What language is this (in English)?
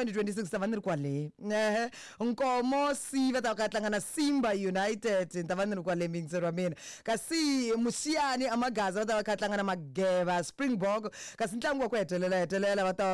Tsonga